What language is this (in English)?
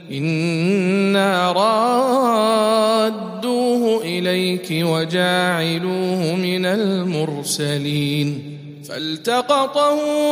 Arabic